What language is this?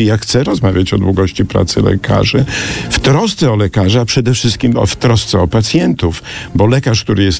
Polish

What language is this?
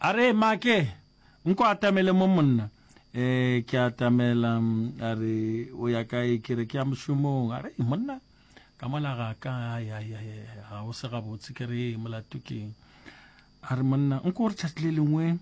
Northern Sotho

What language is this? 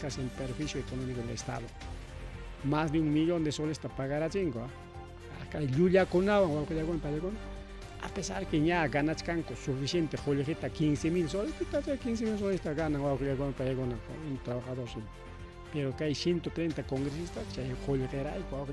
Ayacucho Quechua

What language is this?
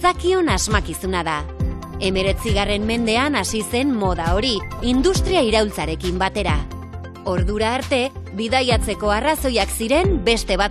Basque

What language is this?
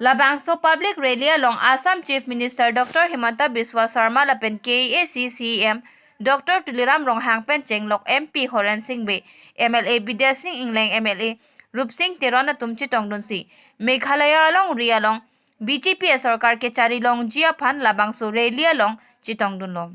Karbi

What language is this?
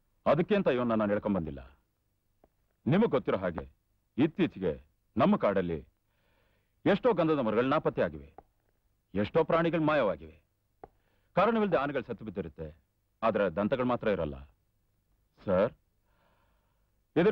Kannada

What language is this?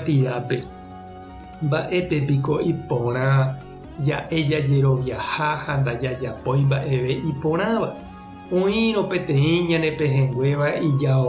Guarani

